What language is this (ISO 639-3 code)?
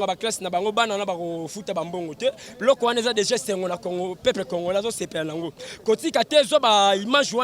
lin